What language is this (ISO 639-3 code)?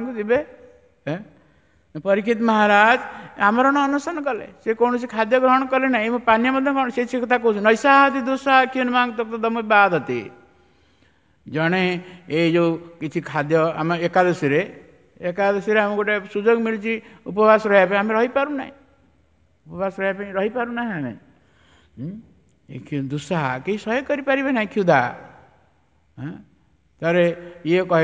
ori